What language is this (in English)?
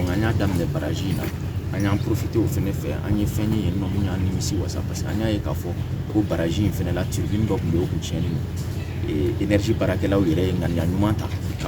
Bambara